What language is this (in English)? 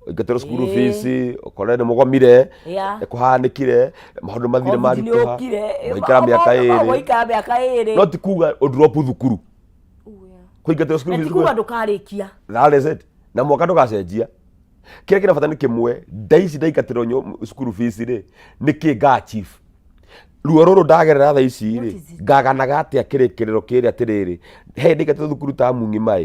Kikuyu